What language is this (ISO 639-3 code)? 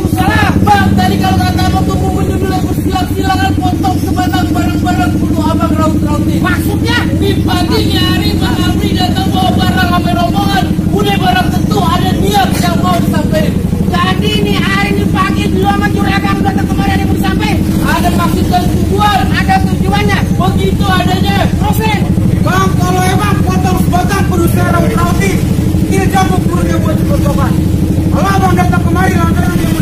bew